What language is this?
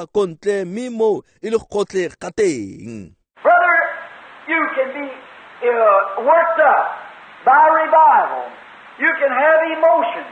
Tswana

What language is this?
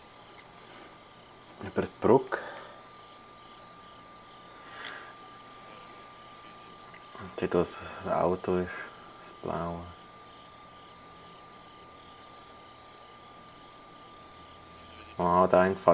German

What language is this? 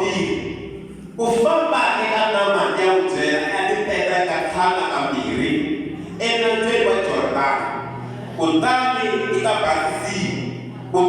Tsonga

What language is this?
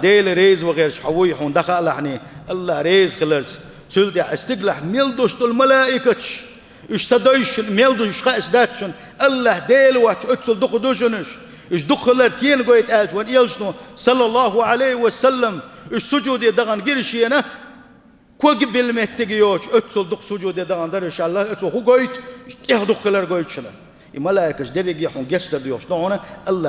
Chechen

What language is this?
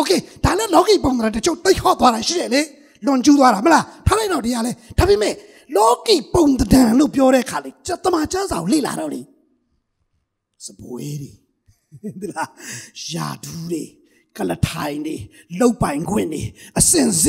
Burmese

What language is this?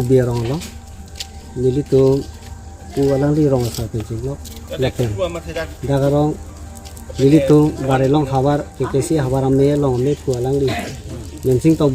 Karbi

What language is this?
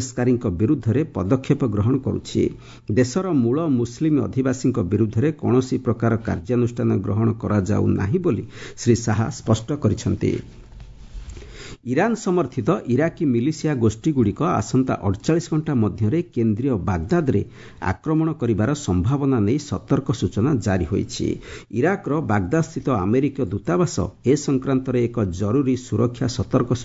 Odia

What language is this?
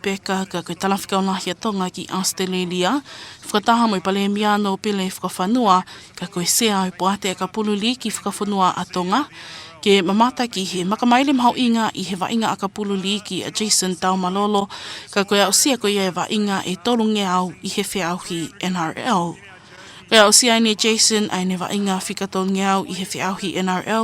Tongan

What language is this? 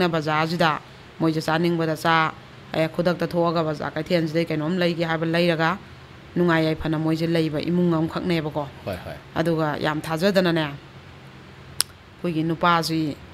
Manipuri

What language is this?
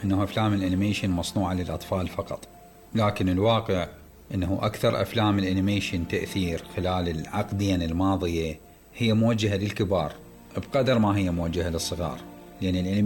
Mesopotamian Arabic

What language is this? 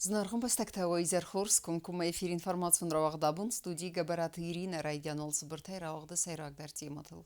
Ossetic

